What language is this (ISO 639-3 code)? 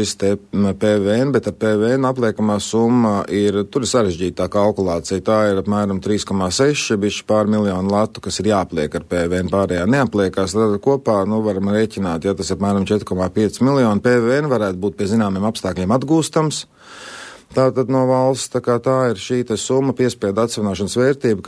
lav